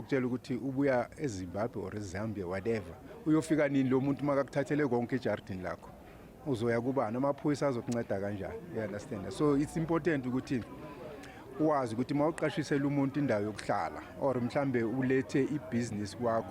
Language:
Zulu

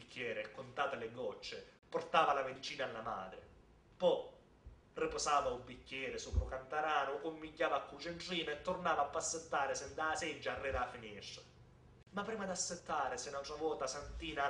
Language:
Sicilian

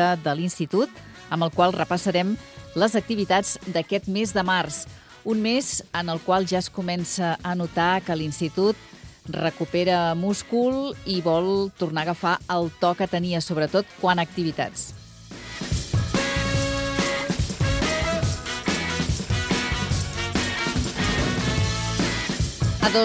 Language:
Catalan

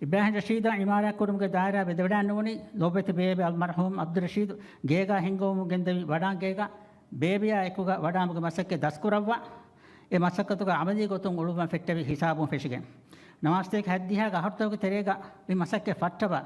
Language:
Divehi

